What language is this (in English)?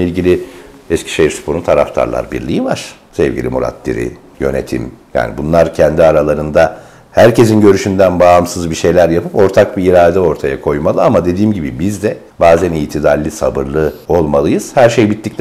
Turkish